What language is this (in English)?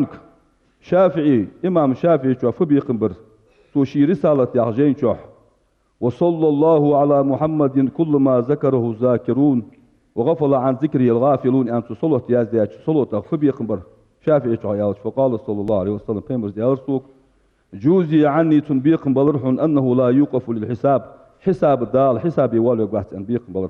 Ingush